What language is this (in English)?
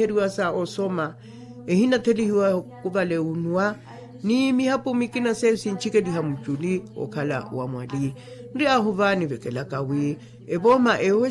Makhuwa